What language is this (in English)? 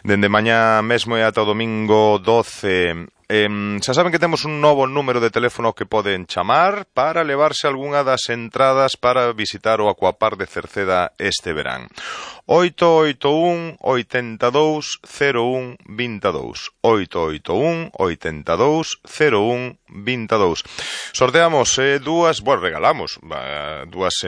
Galician